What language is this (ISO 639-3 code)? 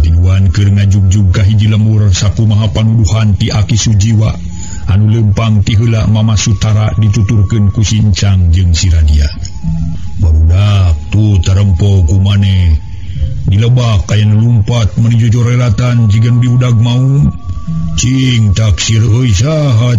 sun